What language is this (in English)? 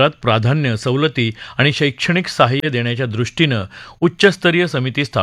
Marathi